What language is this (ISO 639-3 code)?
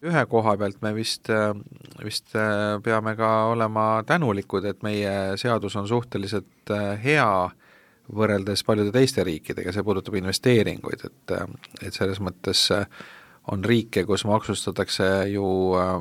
est